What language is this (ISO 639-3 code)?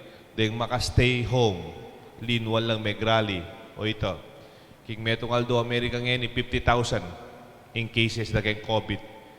pam